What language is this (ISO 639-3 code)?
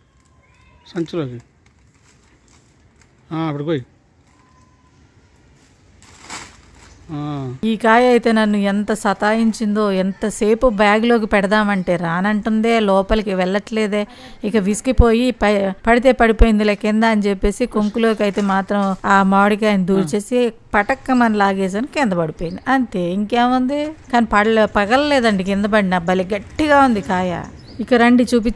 tel